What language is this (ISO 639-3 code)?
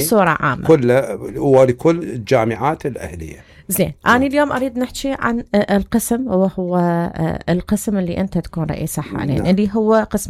acm